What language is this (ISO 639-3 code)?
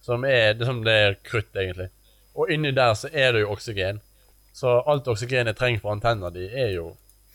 nor